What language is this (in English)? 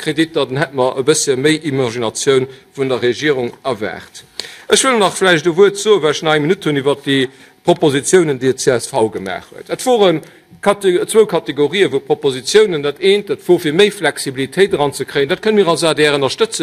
Luxembourgish